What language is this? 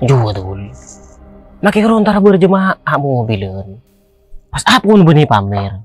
Madurese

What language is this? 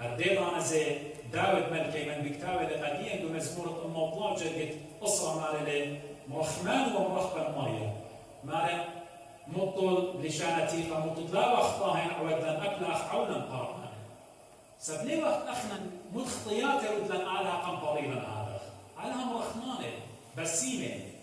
Assyrian Neo-Aramaic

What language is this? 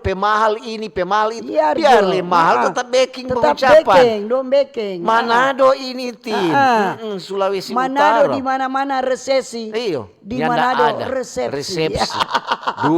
Manado Malay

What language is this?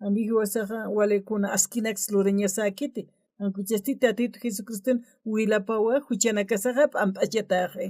Aymara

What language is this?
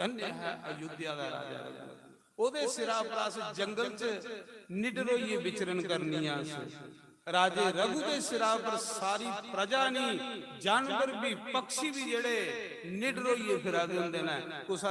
Dogri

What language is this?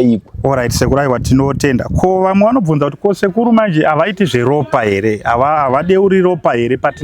Shona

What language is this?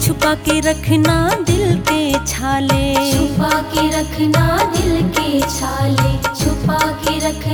Hindi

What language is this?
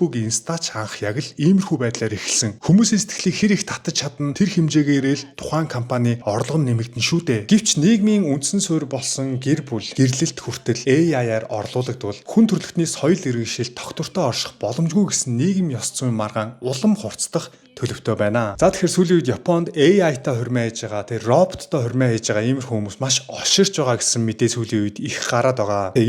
Mongolian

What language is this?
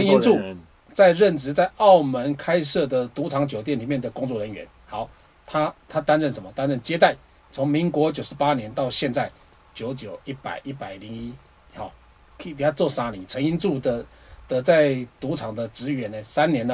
Chinese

